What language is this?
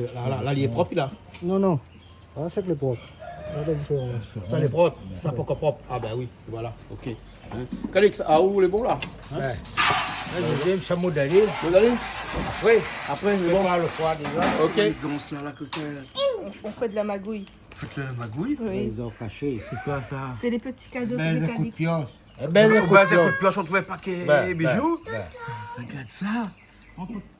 Réunion Creole French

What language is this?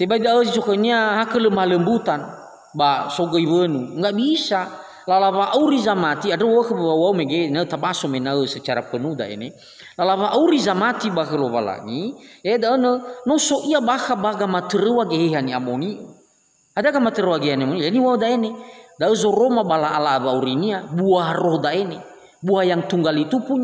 Nias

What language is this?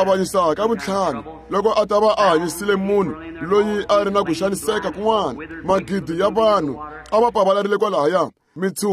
Tsonga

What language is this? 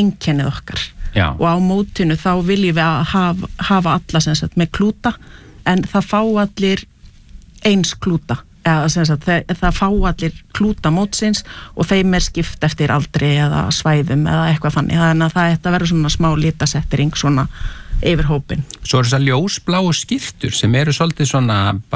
Icelandic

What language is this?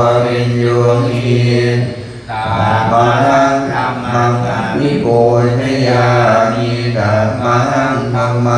Pali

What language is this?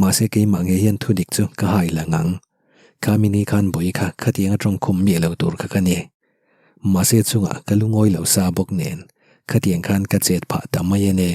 Mizo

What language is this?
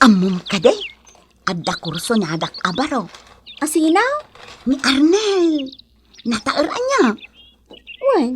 Iloko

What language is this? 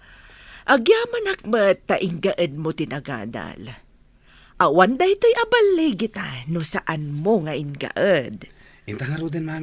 Iloko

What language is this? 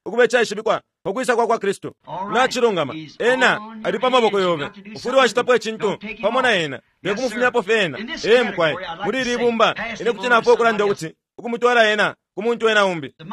Bemba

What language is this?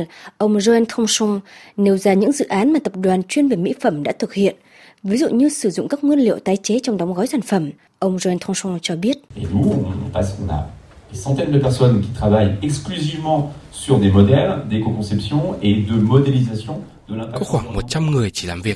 Vietnamese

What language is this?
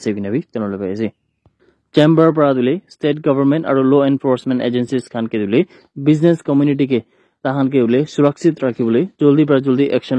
Naga Pidgin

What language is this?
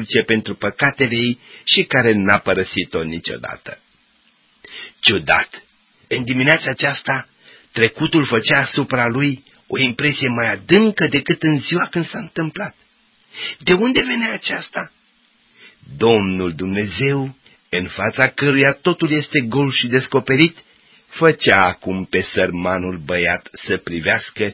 Romanian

